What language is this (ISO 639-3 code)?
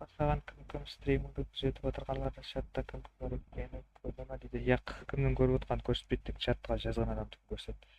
kaa